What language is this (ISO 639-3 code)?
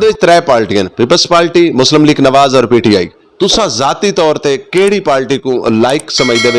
skr